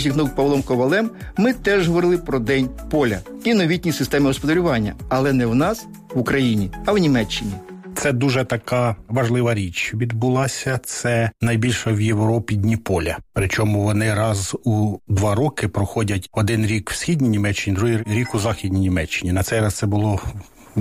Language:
Ukrainian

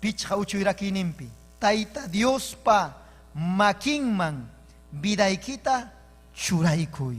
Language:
Ayacucho Quechua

